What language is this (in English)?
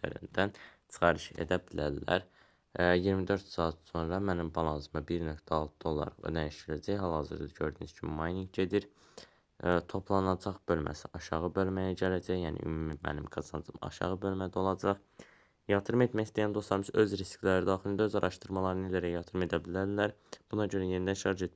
Azerbaijani